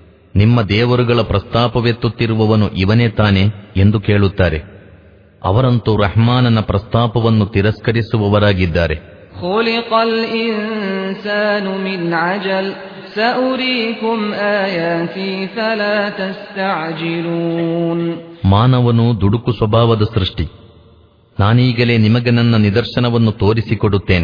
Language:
Kannada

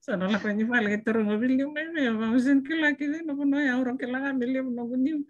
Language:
Fijian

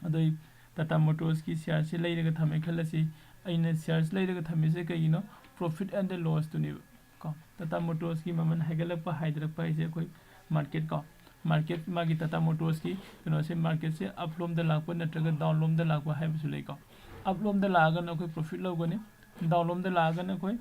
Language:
Manipuri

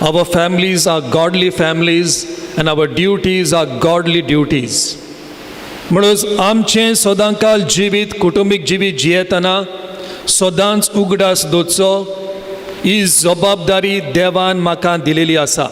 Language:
Konkani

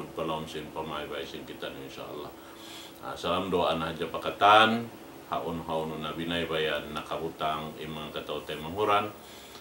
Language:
Tausug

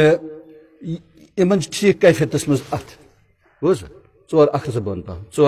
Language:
Kashmiri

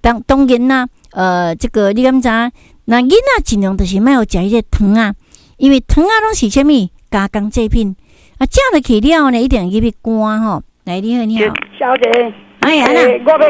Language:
Min Nan Chinese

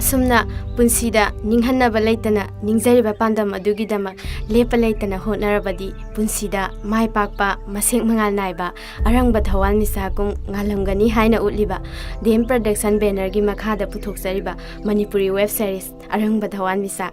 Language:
Manipuri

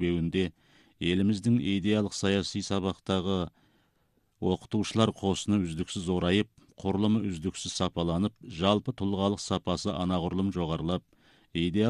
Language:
Kazakh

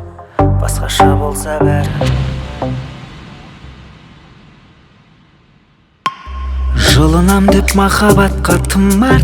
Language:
Kazakh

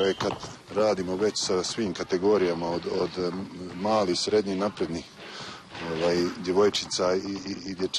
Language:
Bosnian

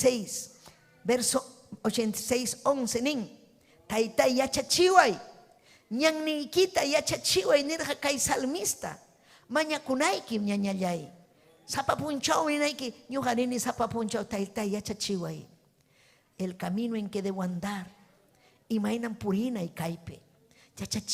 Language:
Ayacucho Quechua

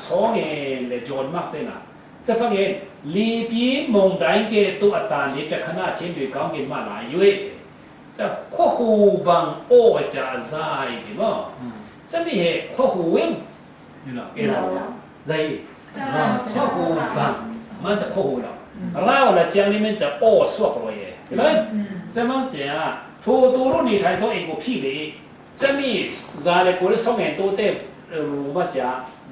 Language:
Falam Chin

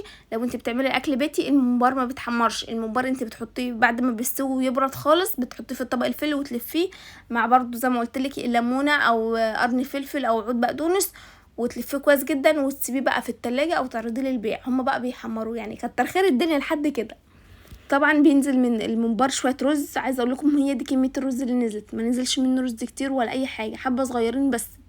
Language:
Egyptian Arabic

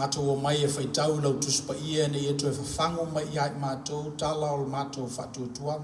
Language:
Samoan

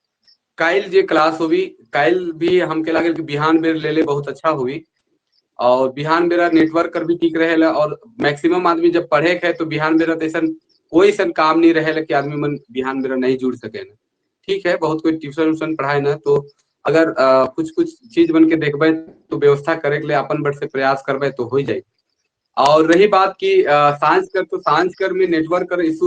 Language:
Sadri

